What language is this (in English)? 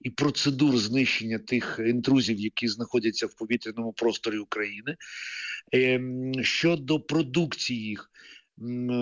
Ukrainian